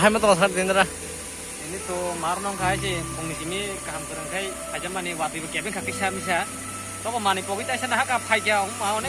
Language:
Kok Borok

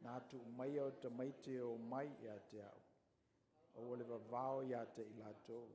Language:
Samoan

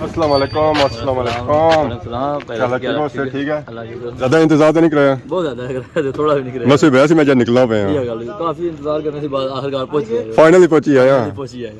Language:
Pahari-Potwari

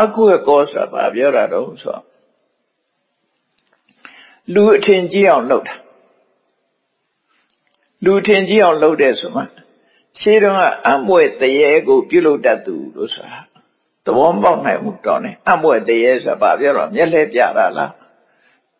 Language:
Burmese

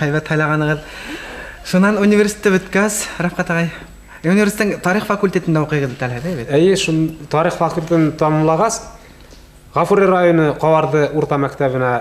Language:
Bashkir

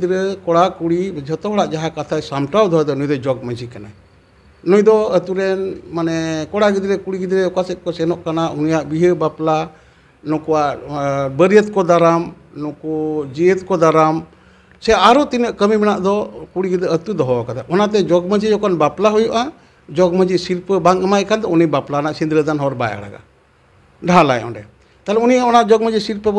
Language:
Santali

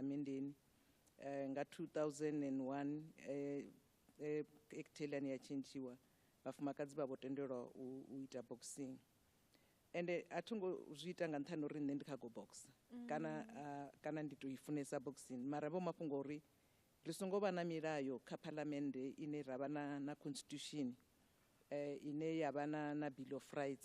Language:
Venda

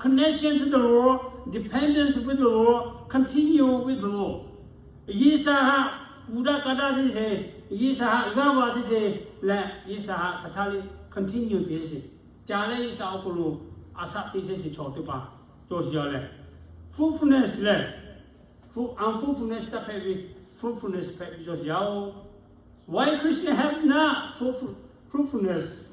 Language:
Lahu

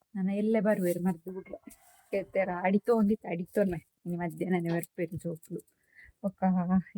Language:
Tulu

